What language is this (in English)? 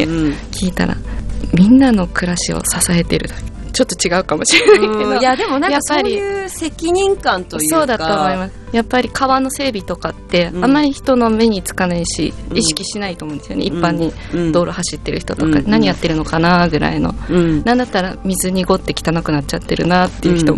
Japanese